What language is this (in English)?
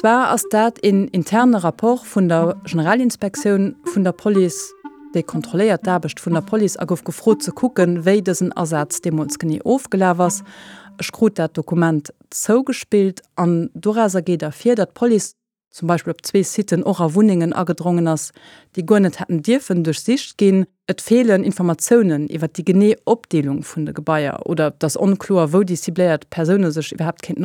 Luxembourgish